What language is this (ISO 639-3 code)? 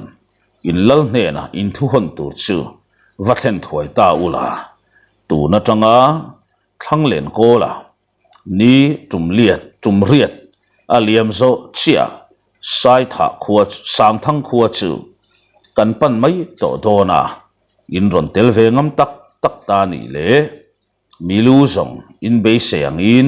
lus